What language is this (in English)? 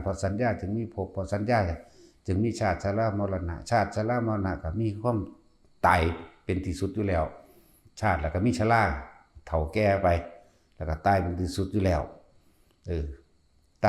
Lao